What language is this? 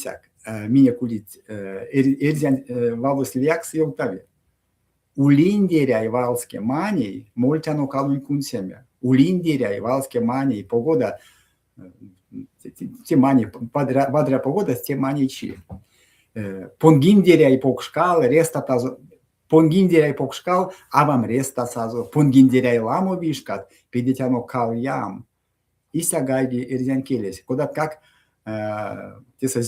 Erzya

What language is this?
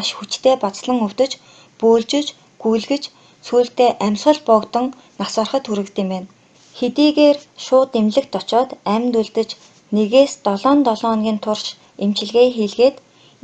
Mongolian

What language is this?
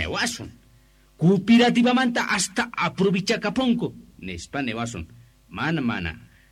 Quechua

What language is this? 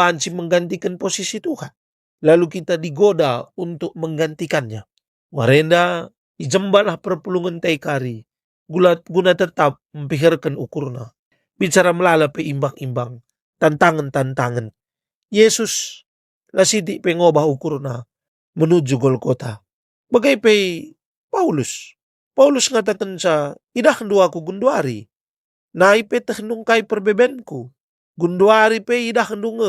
Batak Karo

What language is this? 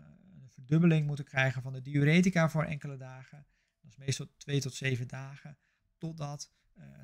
Dutch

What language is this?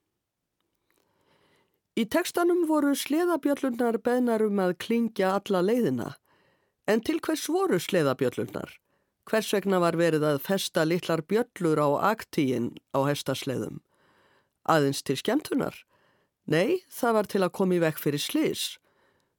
Icelandic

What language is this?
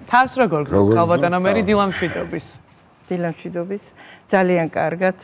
Georgian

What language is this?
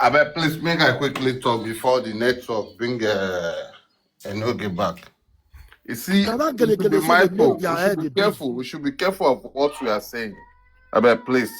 Nigerian Pidgin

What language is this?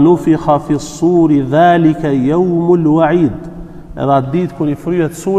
Albanian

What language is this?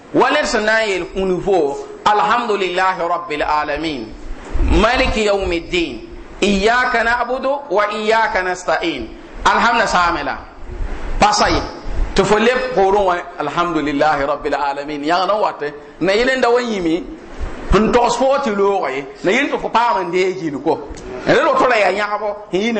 Mossi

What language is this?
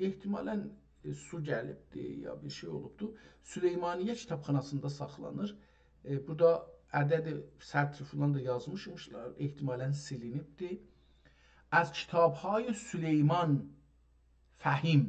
South Azerbaijani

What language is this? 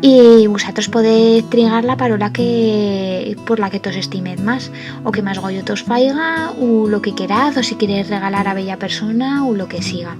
Aragonese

